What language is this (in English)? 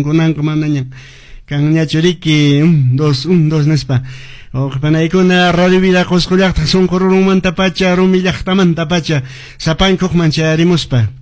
Quechua